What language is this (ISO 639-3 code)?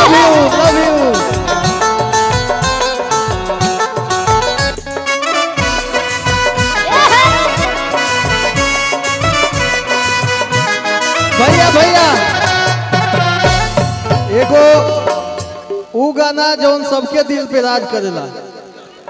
bho